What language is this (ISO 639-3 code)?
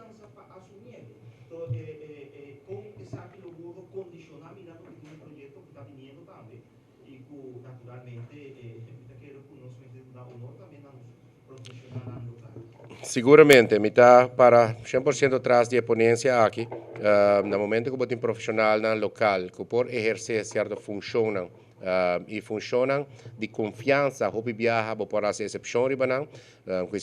pap